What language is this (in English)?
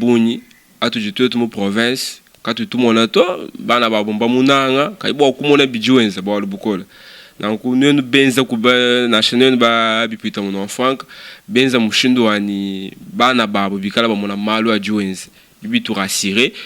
Luba-Lulua